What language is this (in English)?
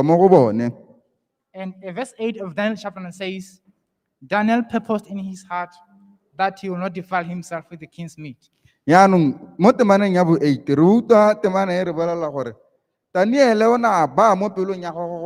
Tswana